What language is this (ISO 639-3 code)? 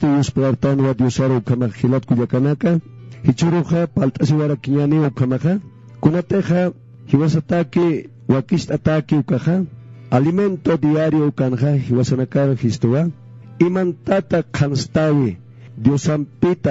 aym